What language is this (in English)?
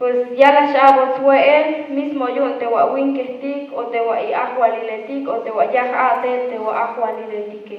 Tzeltal